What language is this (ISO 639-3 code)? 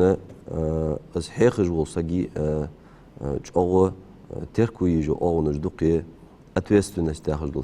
inh